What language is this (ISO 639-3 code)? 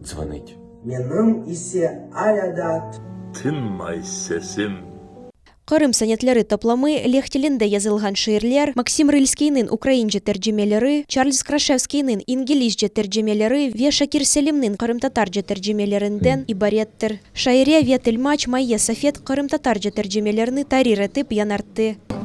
crh